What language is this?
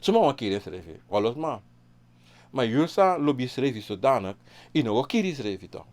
Sranan Tongo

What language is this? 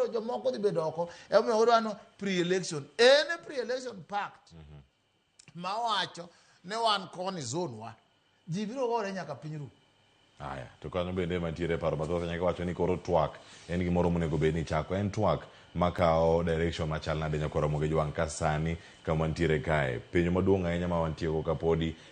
Luo (Kenya and Tanzania)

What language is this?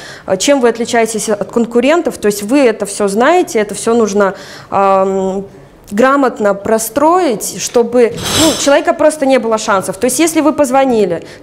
Russian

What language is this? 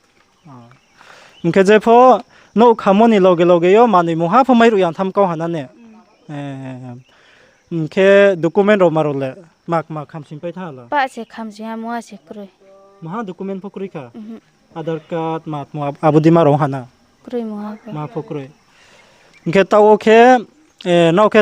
Riang (India)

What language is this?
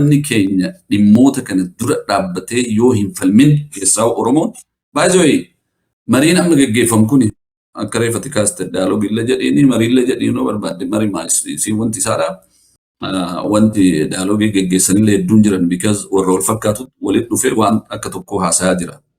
Oromo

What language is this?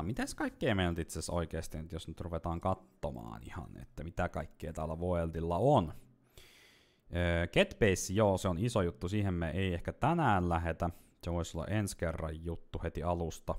Finnish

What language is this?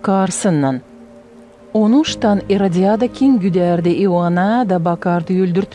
Gagauz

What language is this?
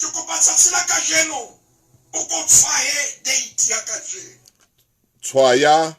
Southern Sotho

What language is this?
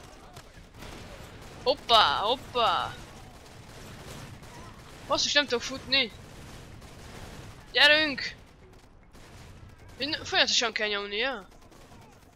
Hungarian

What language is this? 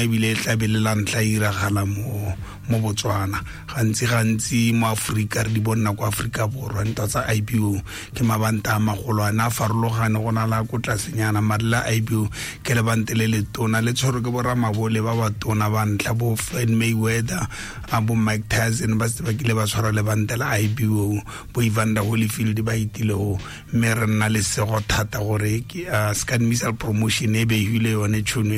Tswana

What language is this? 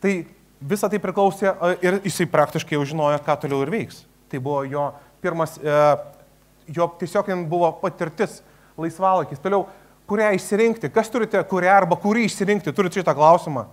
Lithuanian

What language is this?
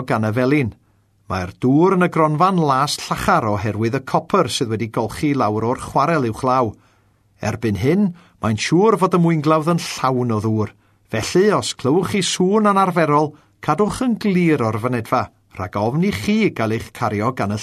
Welsh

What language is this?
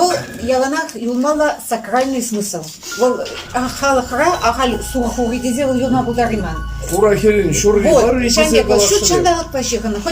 Chuvash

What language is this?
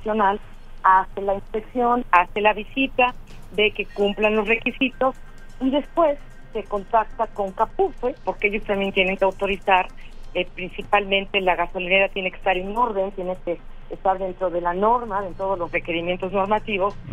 Spanish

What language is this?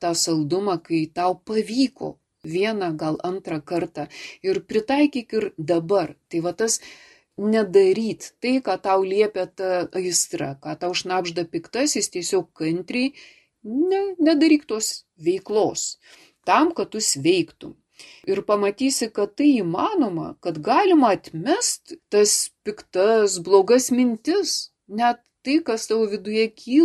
Lithuanian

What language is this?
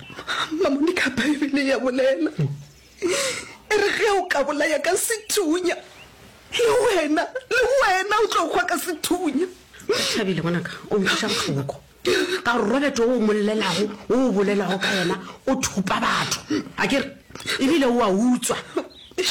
Northern Sotho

